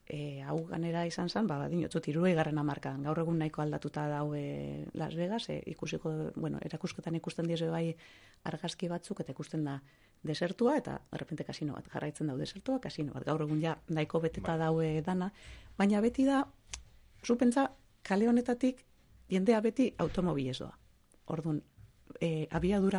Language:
Basque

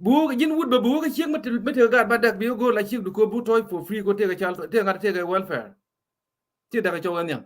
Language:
Nuer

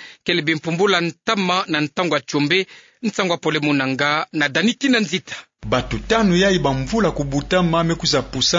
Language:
Kituba (Democratic Republic of Congo)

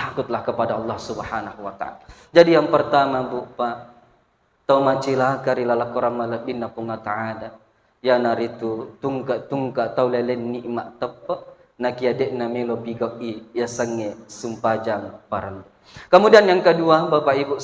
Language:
Buginese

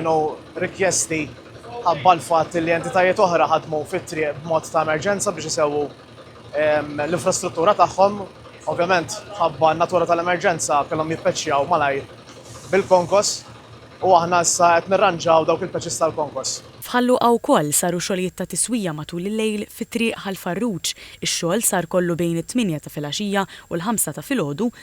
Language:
Maltese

